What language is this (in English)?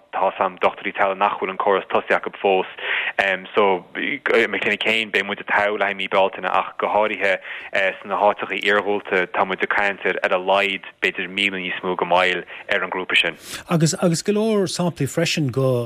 Irish